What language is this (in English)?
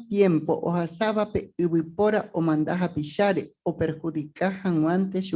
Guarani